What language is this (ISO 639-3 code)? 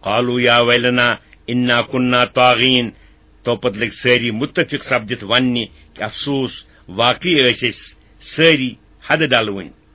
kas